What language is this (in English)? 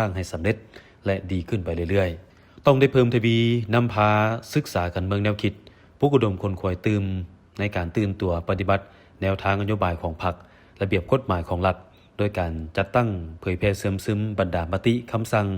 Lao